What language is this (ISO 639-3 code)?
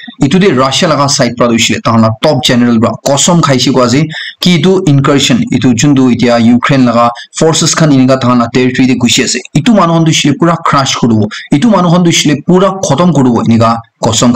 nag